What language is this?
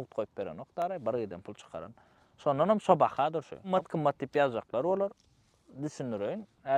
Turkmen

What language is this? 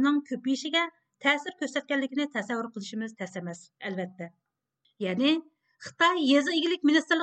Uyghur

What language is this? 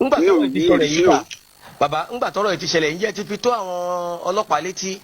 Yoruba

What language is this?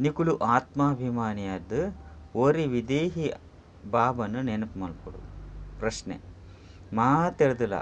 Tulu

